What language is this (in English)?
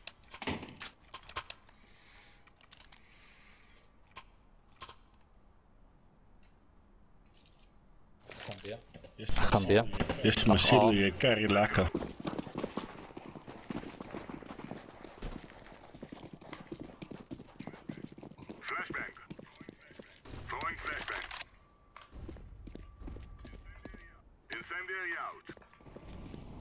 Afrikaans